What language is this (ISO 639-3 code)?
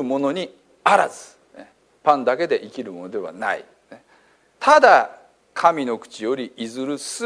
jpn